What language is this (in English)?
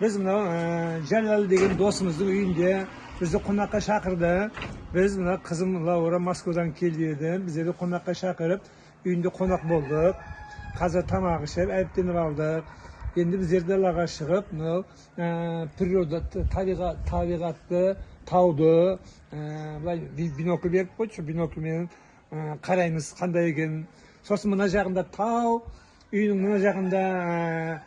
Kazakh